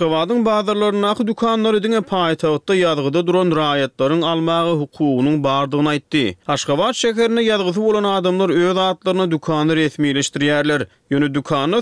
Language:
Turkmen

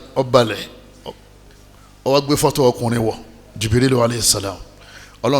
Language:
Yoruba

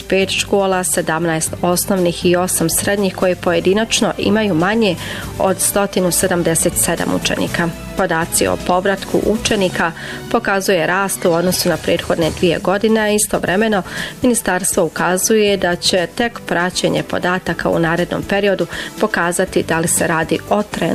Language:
Bosnian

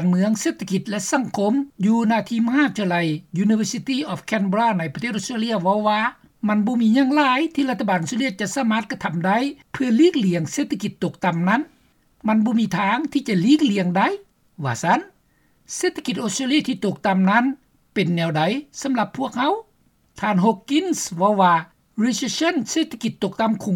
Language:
Lao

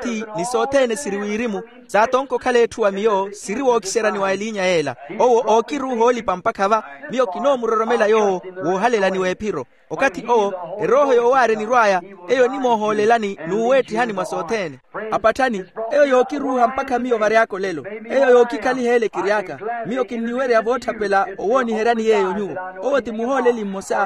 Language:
Makhuwa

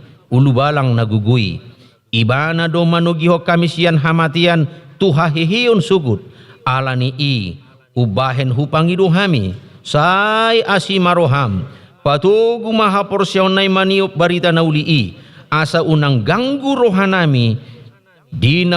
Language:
Batak Toba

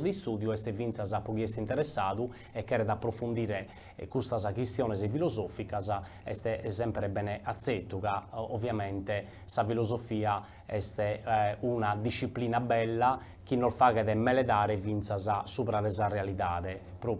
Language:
Sardinian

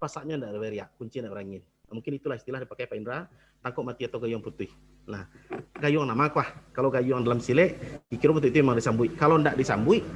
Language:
Minangkabau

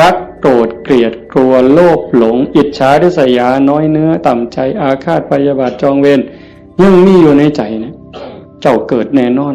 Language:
Northeastern Thai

